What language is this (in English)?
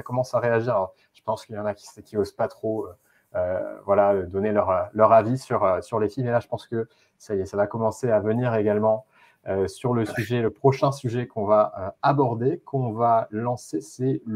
French